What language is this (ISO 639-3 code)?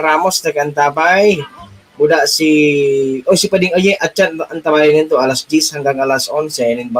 bik